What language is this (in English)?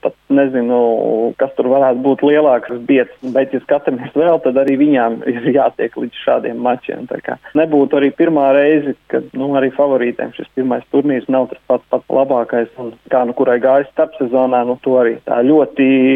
Latvian